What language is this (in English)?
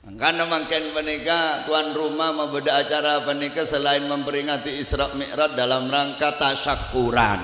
Madurese